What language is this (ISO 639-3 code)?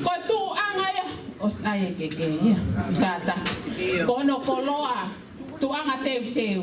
ton